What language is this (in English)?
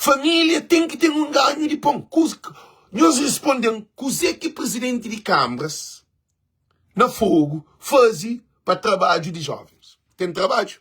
Kabuverdianu